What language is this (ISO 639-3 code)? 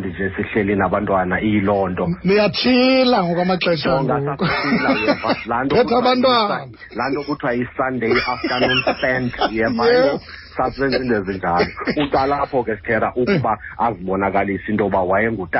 xho